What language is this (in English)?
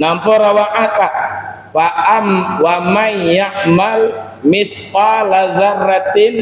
Achinese